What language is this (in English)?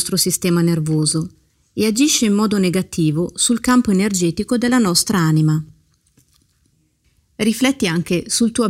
Italian